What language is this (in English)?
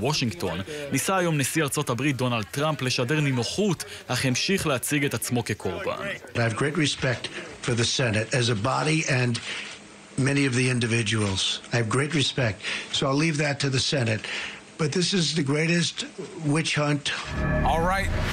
Hebrew